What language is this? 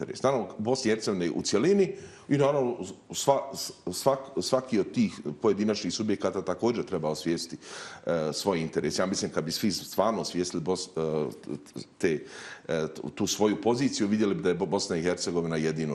Bosnian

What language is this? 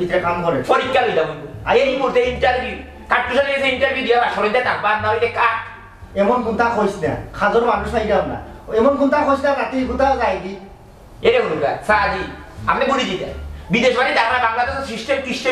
Sylheti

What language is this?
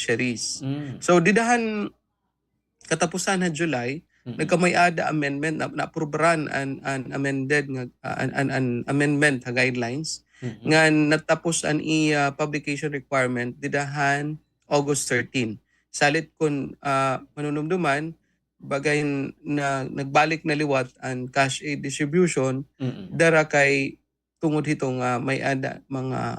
Waray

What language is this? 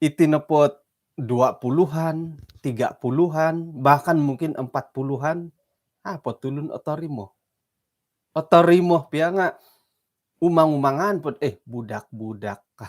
Central Dusun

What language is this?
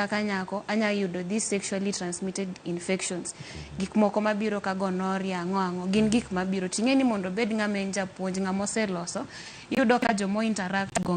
Luo (Kenya and Tanzania)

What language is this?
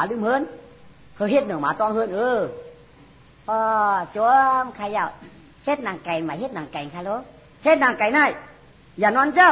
Shan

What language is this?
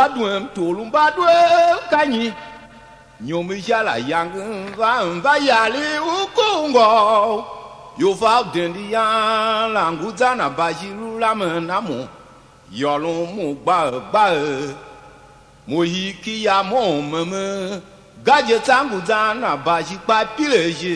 Tiv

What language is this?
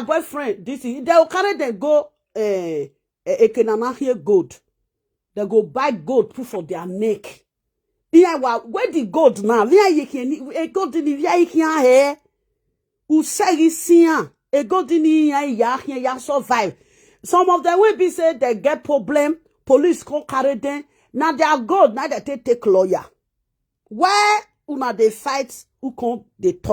Nigerian Pidgin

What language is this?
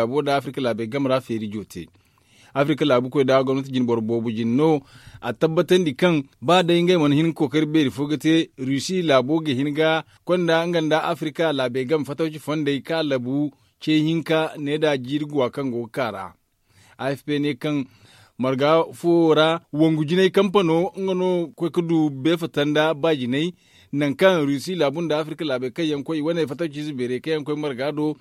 Zarma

